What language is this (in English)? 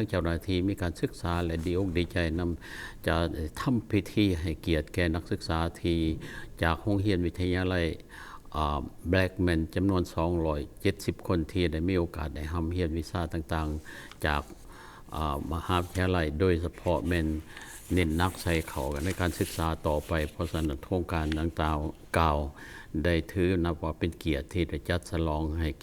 Lao